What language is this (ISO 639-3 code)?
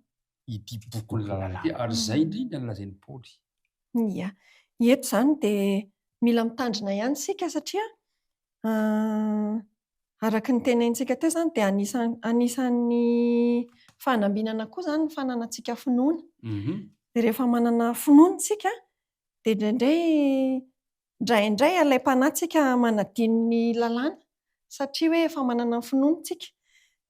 mlg